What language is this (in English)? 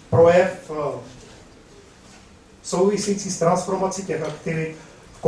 Czech